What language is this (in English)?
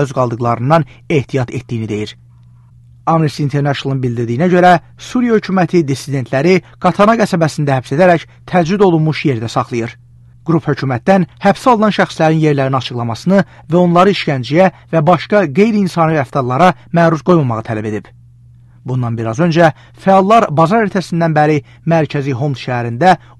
Azerbaijani